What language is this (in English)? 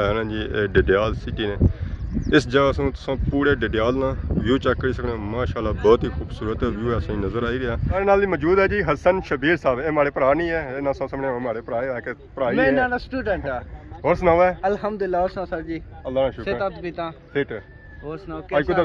Pahari-Potwari